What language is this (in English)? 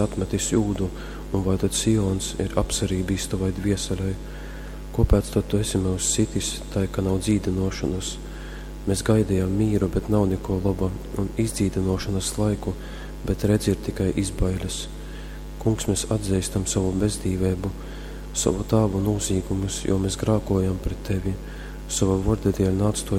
Latgalian